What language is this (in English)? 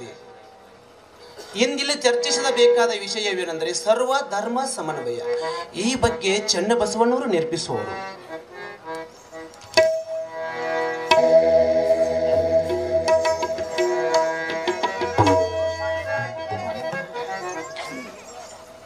Kannada